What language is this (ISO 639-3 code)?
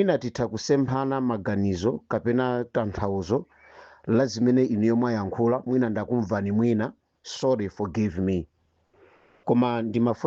nya